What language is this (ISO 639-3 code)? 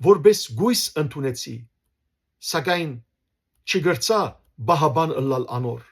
hyw